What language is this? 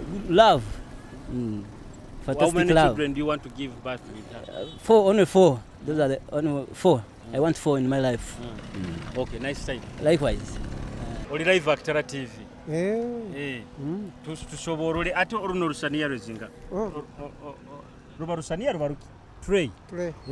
Nyoro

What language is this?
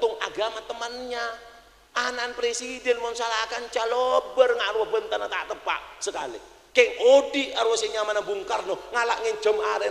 Madurese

